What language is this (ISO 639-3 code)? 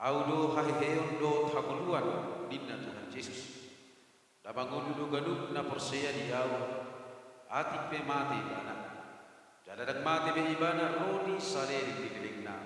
bbc